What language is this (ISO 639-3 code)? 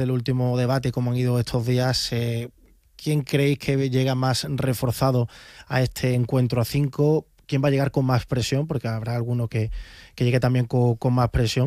spa